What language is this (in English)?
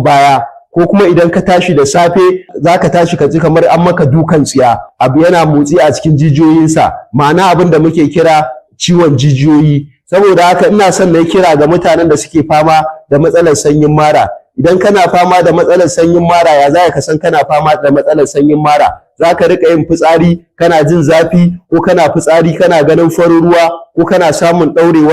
Hausa